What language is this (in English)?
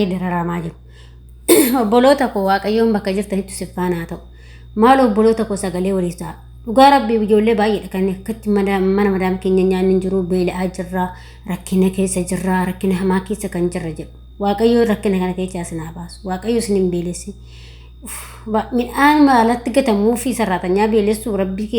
Oromo